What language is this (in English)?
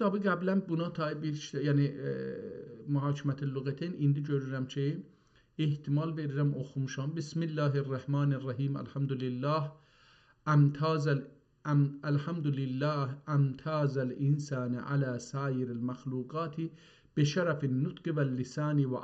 South Azerbaijani